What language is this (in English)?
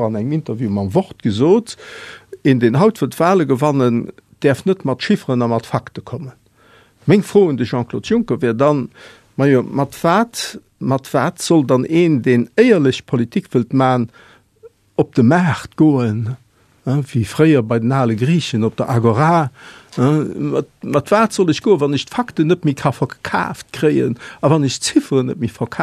Luxembourgish